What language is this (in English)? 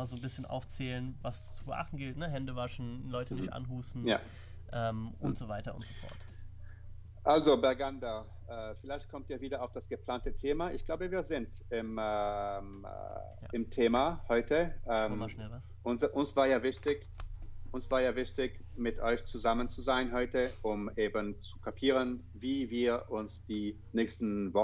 German